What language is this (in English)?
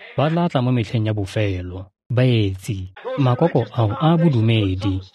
Tswana